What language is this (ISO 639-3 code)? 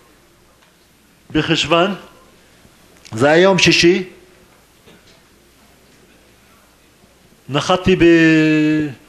heb